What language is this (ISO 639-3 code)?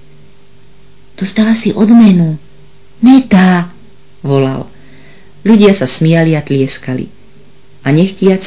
slk